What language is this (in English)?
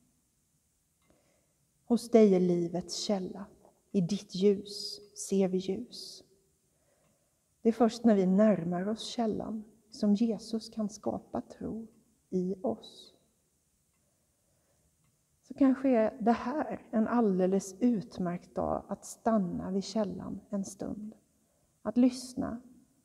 Swedish